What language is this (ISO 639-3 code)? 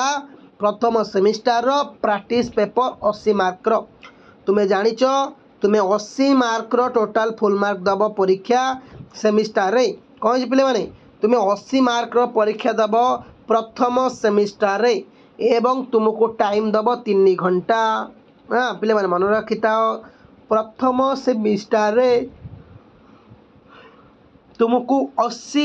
ori